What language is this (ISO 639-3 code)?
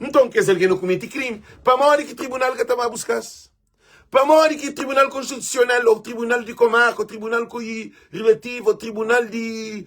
kea